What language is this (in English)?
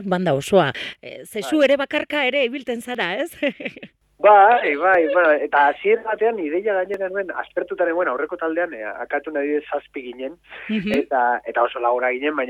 Basque